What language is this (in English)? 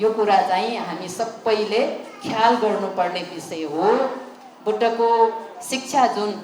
Nepali